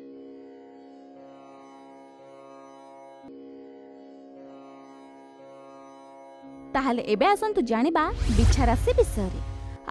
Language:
Odia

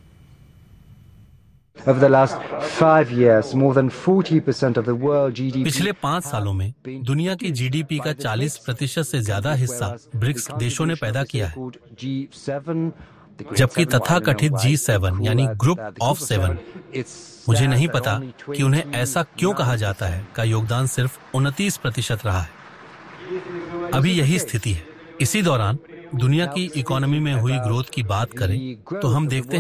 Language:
Hindi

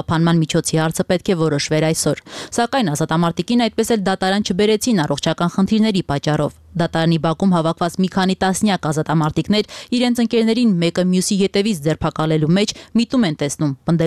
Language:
Armenian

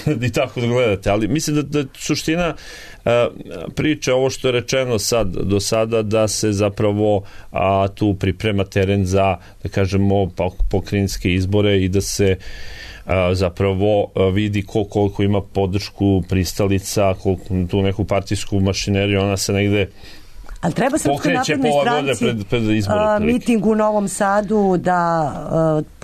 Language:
Serbian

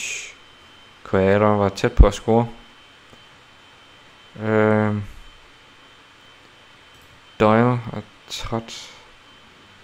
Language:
Danish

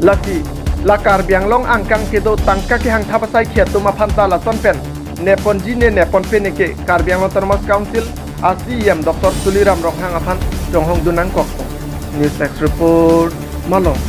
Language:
Karbi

